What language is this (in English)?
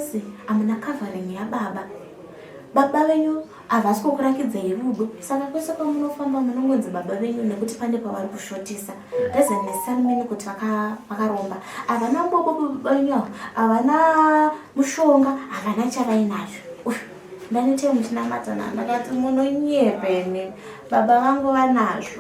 Shona